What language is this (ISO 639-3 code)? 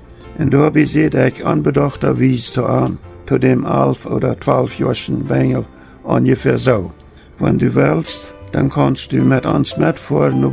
pdt